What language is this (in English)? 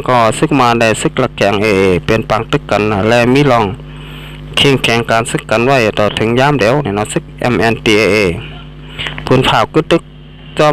Shan